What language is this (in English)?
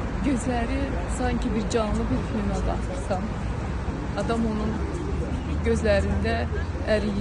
Azerbaijani